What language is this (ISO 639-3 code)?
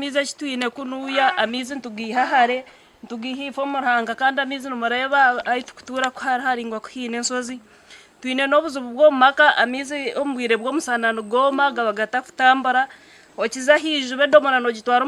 nyn